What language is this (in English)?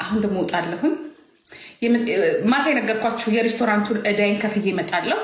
Amharic